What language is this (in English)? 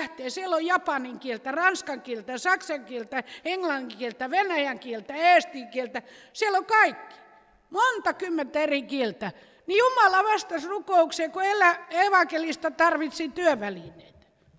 Finnish